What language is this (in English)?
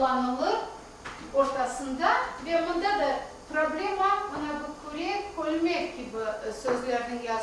Crimean Tatar